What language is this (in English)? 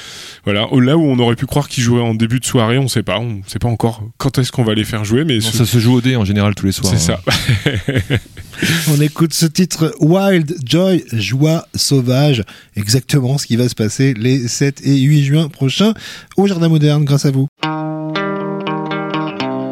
French